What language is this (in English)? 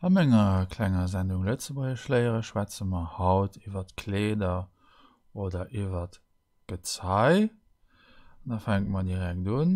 Luxembourgish